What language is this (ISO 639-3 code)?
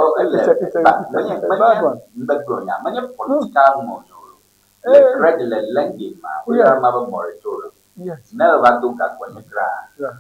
ewe